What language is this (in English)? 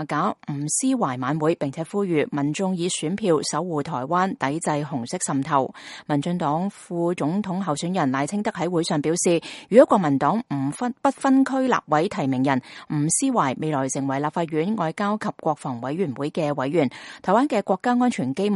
Cantonese